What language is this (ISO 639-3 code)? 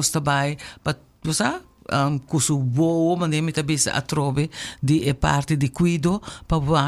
pap